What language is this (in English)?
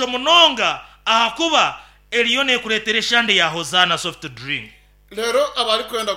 Nyankole